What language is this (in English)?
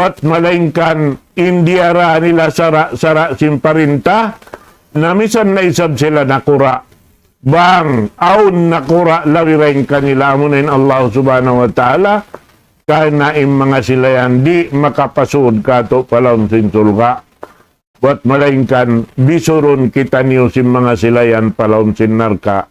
Tausug